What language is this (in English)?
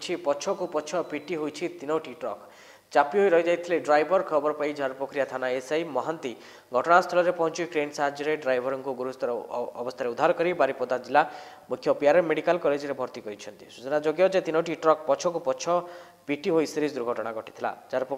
Odia